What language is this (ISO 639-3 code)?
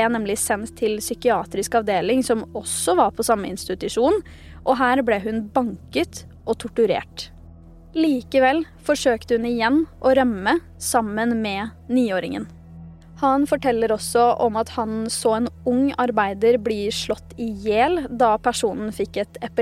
nor